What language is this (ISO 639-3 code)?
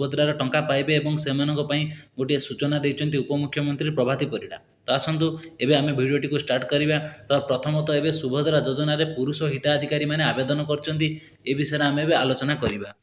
ori